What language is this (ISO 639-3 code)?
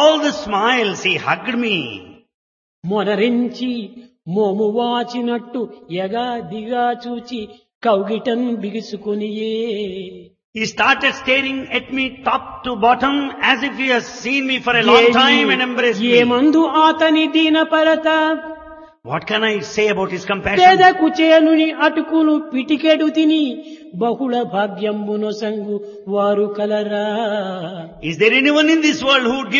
tel